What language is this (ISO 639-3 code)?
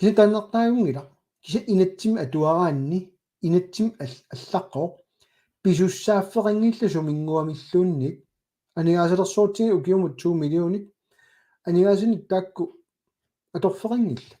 kal